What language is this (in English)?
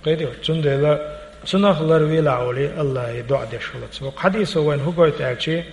Chechen